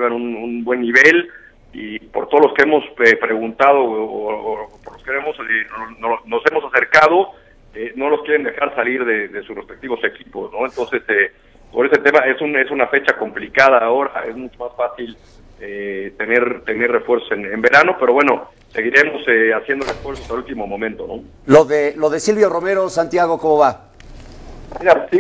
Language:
Spanish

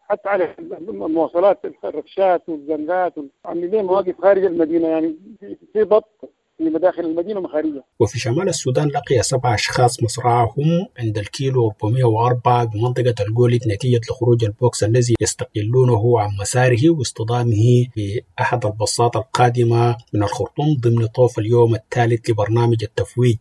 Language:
Sudanese Arabic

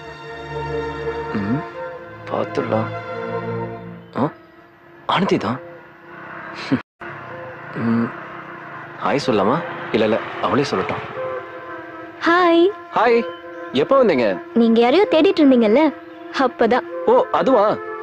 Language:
Tamil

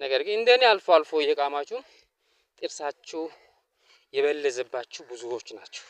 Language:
Amharic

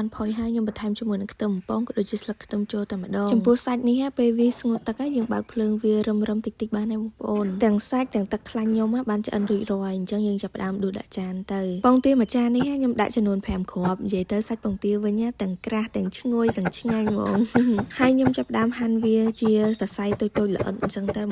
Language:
Khmer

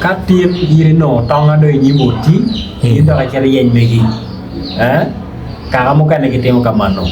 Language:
Acoli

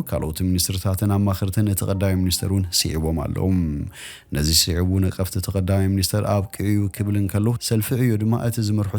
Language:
Tigrinya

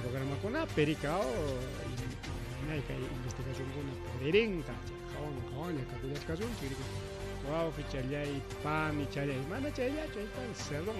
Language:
Ayacucho Quechua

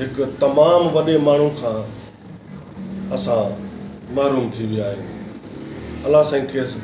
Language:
Sindhi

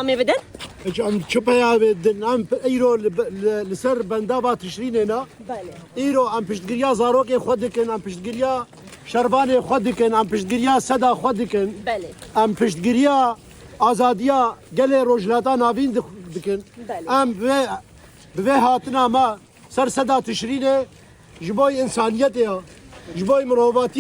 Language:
Kurdish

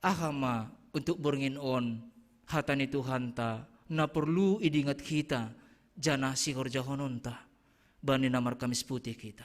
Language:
Batak Simalungun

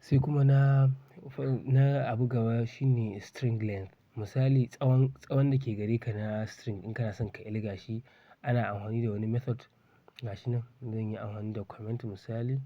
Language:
Hausa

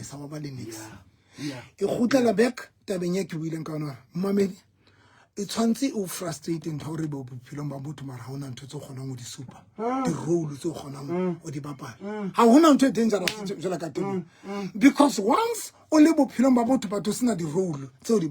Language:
Southern Sotho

